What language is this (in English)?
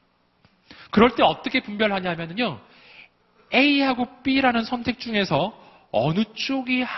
Korean